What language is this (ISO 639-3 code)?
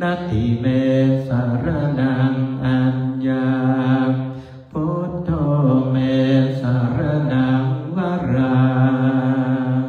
pli